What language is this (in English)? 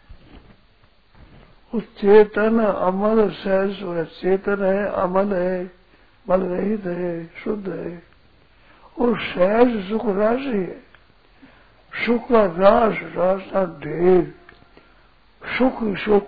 Hindi